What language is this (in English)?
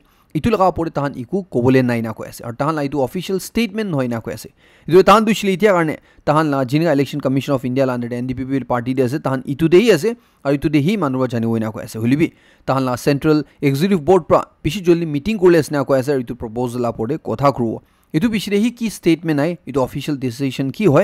Naga Pidgin